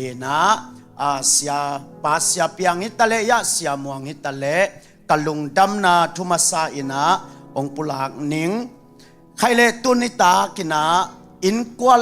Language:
Tedim Chin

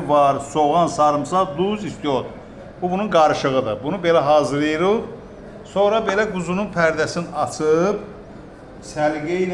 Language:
Azerbaijani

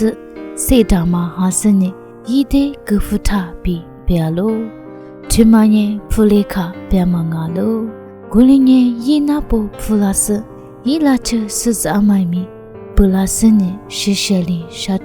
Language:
Lisu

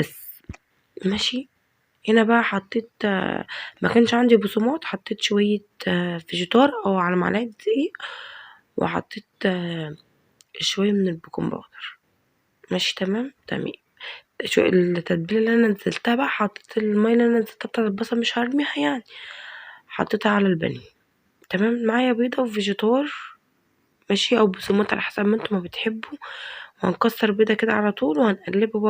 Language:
Egyptian Arabic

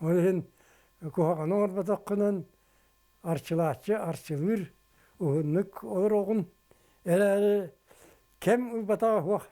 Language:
Yakut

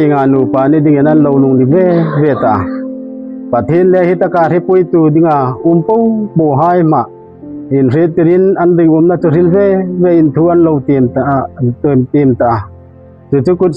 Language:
Hmar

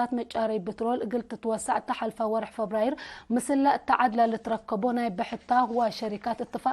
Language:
Tigre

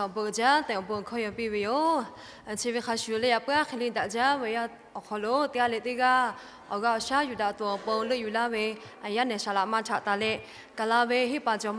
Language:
Lahu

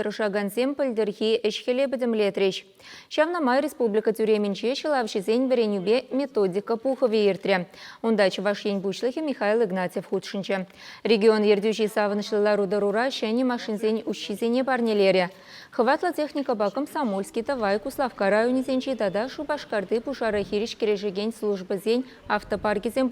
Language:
Chuvash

